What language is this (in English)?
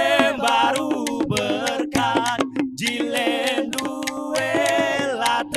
Batak Karo